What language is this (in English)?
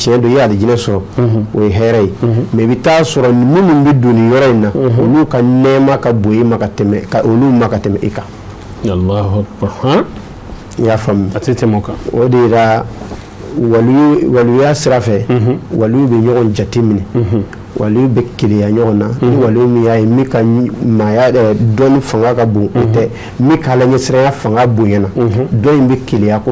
Bambara